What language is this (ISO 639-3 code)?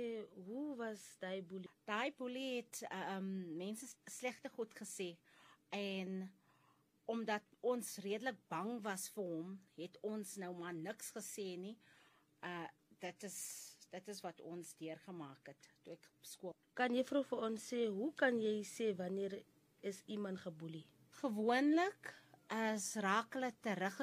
afr